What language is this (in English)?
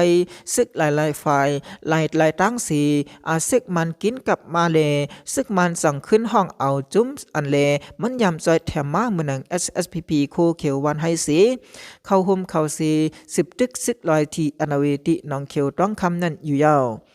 Shan